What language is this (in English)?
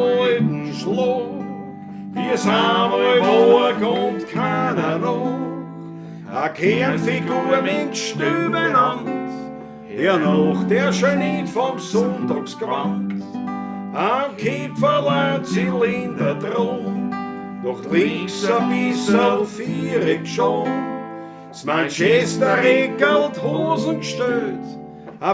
Bavarian